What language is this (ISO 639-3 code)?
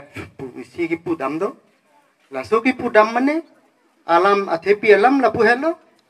mjw